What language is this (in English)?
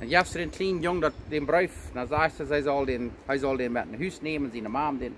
Plautdietsch